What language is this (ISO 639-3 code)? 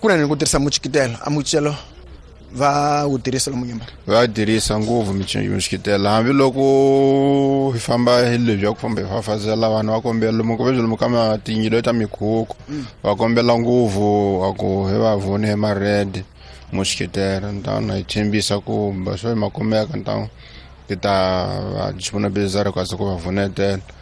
tso